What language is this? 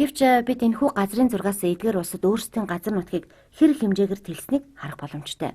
Mongolian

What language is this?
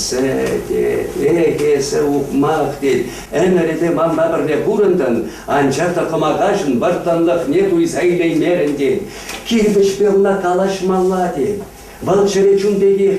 Chuvash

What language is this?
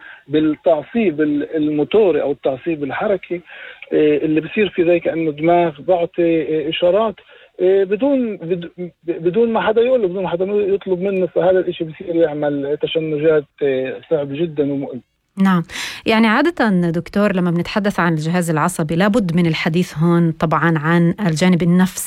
North Levantine Arabic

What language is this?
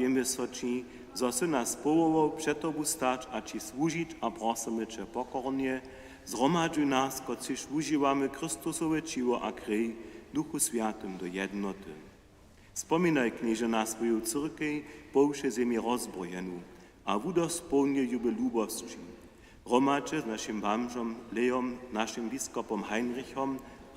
Upper Sorbian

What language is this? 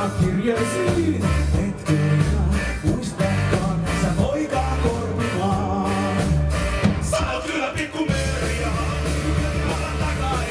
Finnish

